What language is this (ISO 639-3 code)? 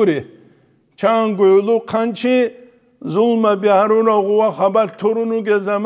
ava